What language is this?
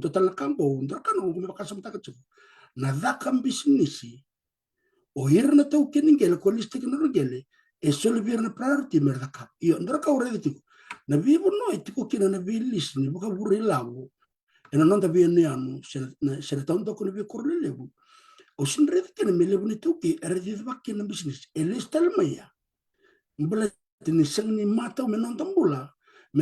Fijian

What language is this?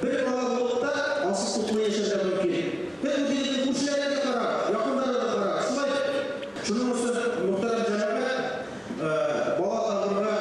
Bashkir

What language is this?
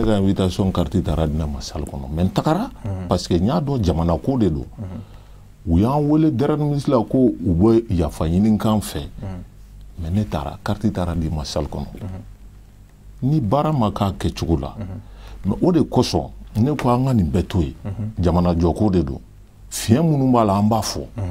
Bambara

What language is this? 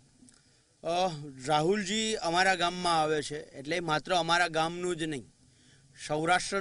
Gujarati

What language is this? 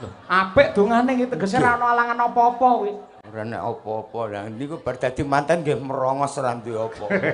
Javanese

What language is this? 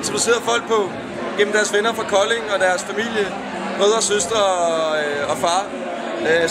Danish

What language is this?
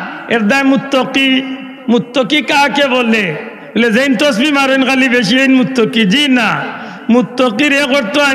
Sylheti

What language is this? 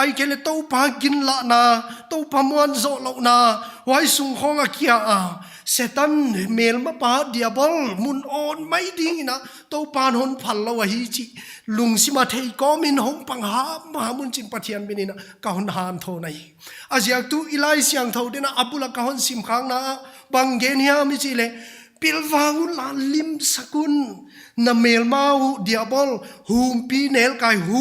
Paite Chin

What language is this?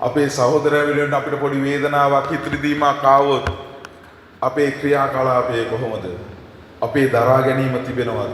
Sinhala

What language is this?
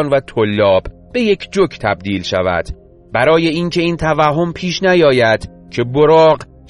Persian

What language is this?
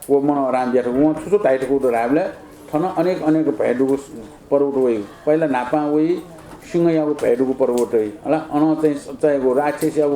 Newari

